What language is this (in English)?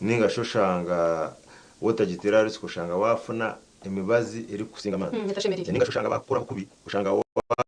Nyankole